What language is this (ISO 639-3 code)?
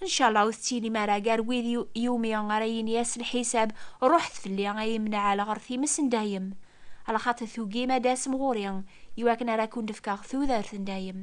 kab